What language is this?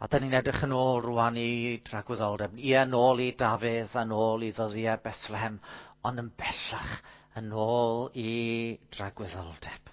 Welsh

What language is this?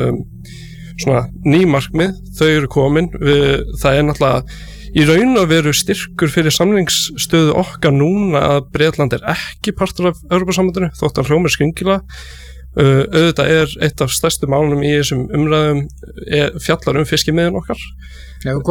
Icelandic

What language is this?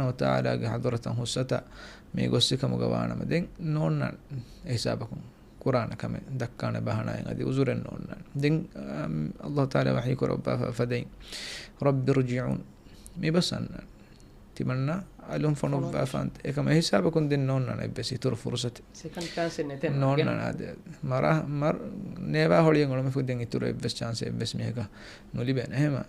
Divehi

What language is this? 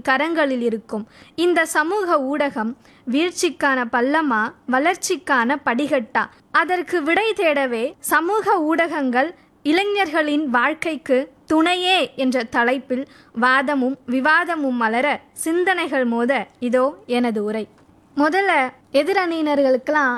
Tamil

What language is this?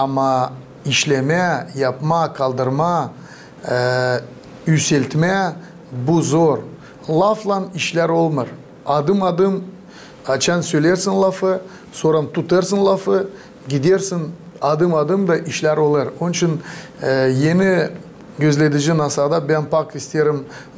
Gagauz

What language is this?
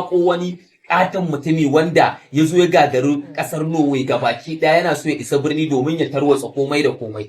Hausa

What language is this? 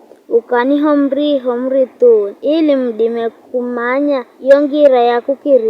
Giryama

